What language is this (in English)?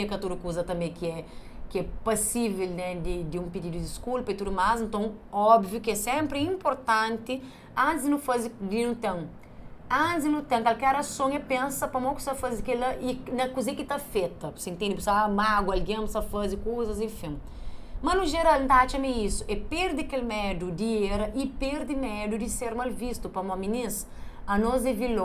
Kabuverdianu